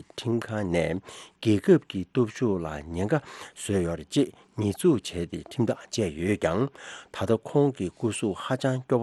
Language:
Tibetan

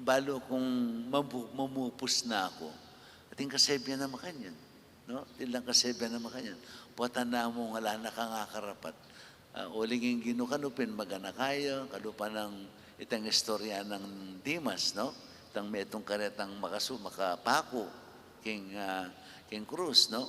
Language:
Pampanga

